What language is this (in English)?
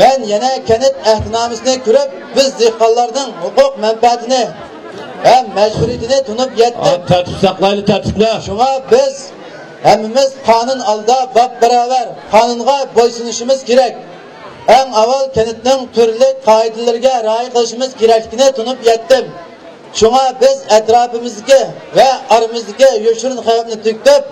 Uyghur